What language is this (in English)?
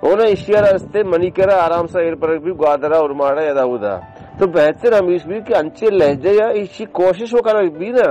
Baluchi